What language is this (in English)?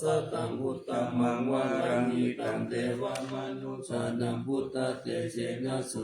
Pali